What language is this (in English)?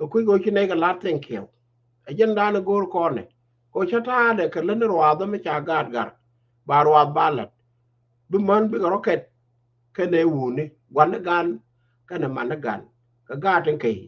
Nuer